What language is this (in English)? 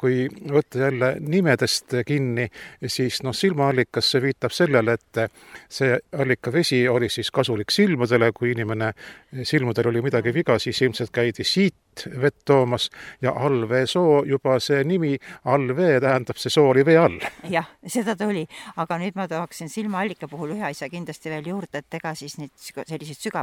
Estonian